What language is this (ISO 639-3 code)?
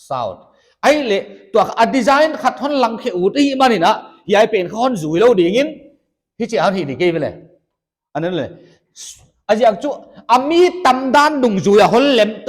pck